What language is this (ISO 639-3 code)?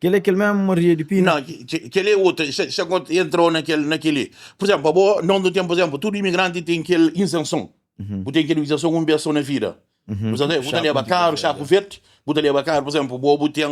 kea